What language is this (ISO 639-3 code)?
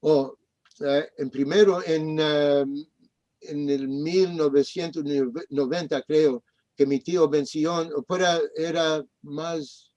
lad